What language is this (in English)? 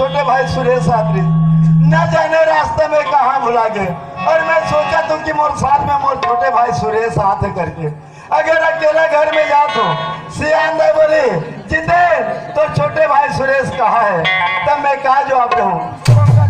Chhattisgarhi